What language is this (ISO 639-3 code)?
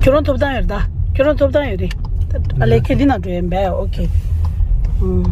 bod